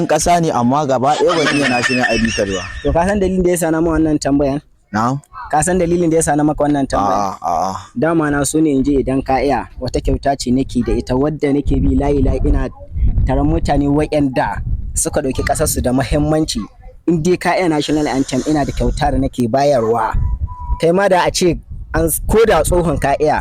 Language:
Hausa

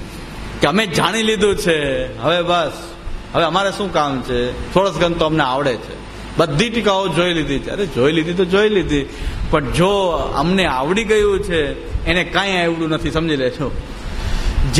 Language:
Gujarati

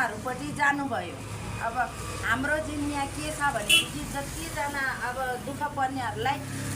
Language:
Nepali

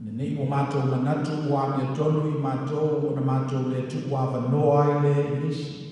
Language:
Samoan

